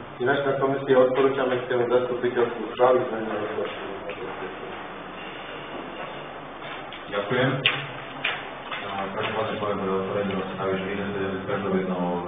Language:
Slovak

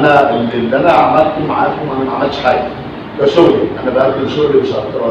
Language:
Egyptian Arabic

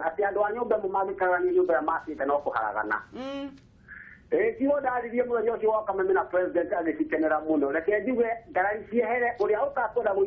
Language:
Kikuyu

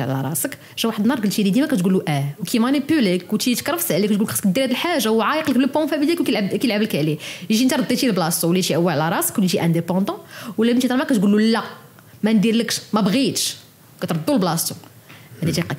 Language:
Moroccan Arabic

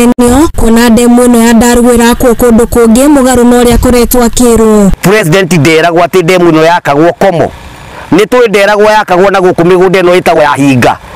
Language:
Kikuyu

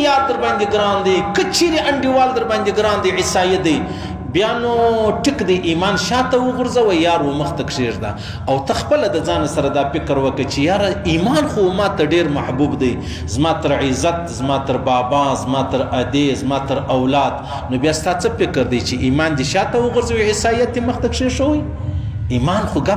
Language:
Pashto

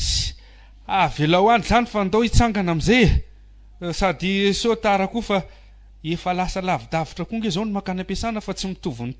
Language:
Malagasy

